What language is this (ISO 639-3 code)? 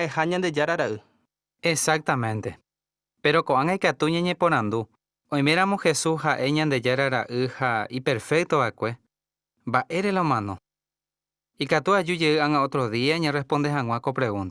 grn